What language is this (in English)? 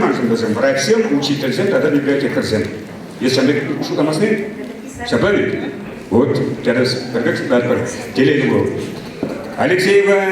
Chuvash